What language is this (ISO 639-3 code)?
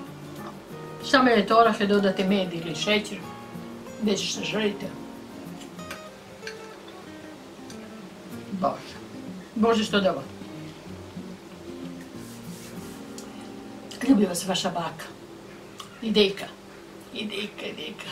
hrv